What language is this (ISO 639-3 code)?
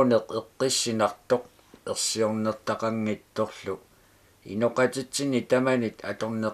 kal